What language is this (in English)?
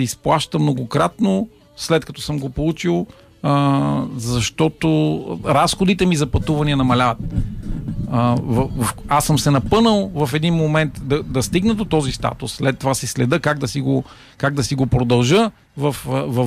Bulgarian